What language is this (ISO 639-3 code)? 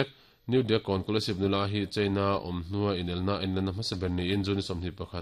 lus